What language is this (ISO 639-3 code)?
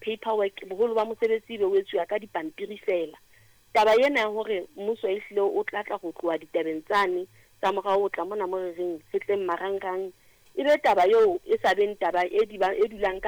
sot